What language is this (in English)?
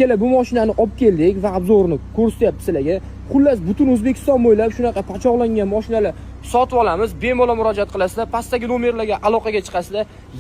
Uzbek